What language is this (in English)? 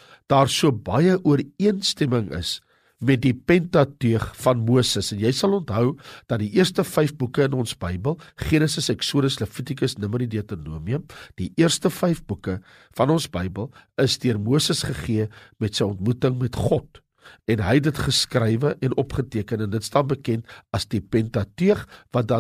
Afrikaans